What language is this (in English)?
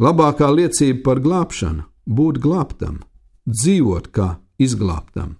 Latvian